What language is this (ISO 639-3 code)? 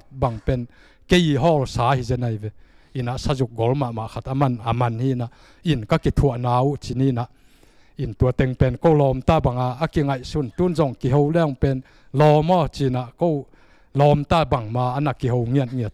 ctd